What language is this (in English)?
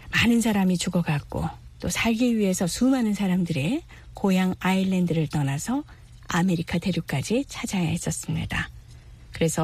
Korean